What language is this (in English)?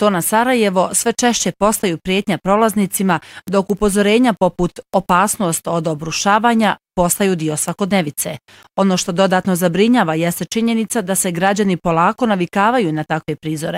Bosnian